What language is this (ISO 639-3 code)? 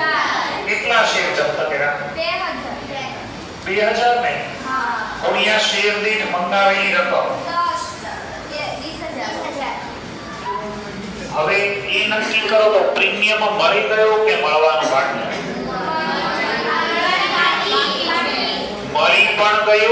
guj